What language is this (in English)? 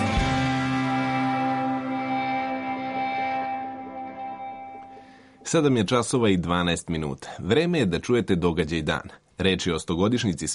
Serbian